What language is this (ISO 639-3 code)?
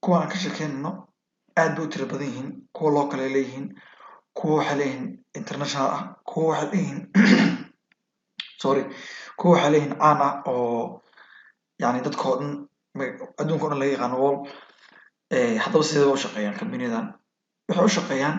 som